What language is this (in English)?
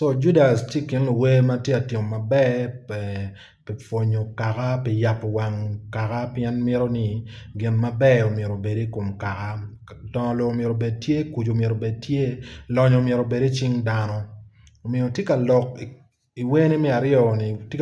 Acoli